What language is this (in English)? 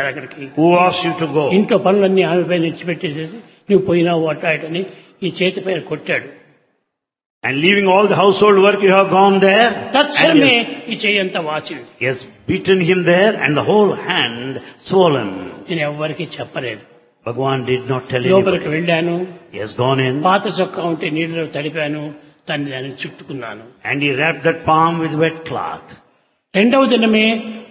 Telugu